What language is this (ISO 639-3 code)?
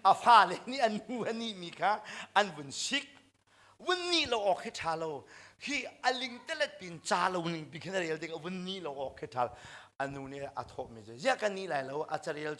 cnh